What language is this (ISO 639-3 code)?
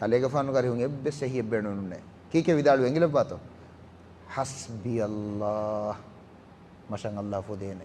div